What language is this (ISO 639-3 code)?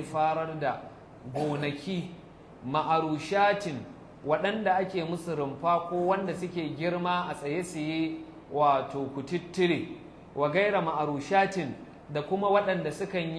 hau